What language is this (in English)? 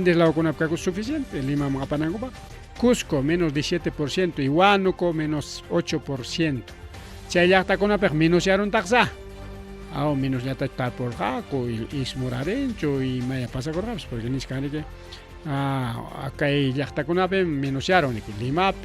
Ayacucho Quechua